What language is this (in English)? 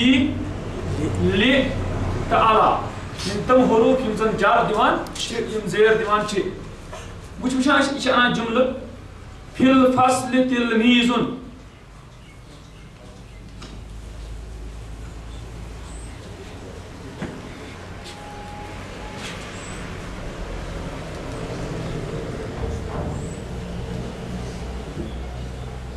Kashmiri